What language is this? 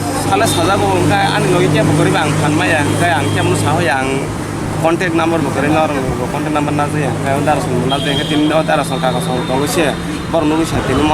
Kok Borok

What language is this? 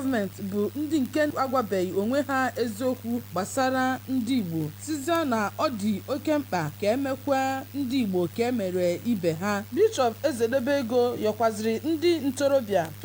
Igbo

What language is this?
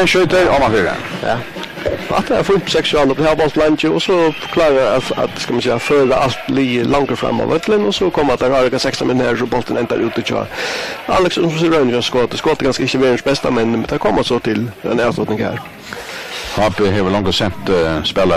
Faroese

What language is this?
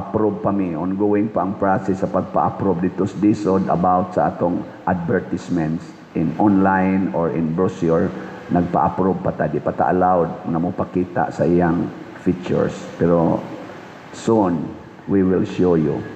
Cebuano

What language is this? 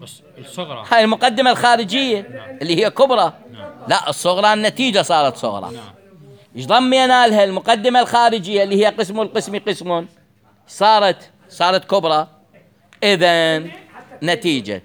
Mesopotamian Arabic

